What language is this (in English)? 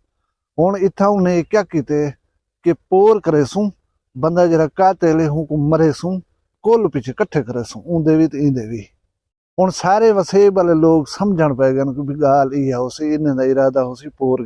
Saraiki